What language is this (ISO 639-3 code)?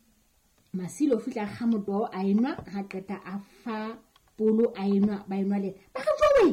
sot